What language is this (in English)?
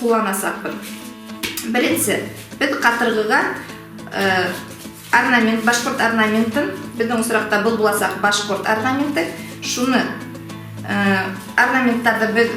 Bashkir